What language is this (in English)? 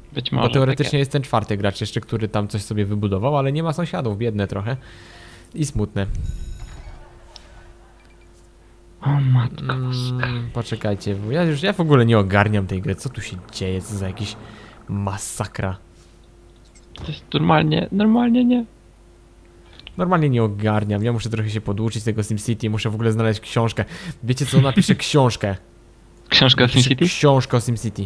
Polish